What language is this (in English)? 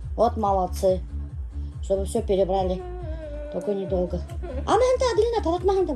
Bashkir